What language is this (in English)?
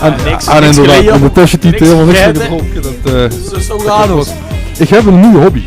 Limburgish